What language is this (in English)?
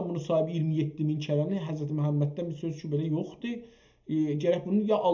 South Azerbaijani